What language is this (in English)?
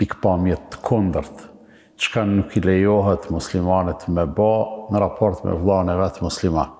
Albanian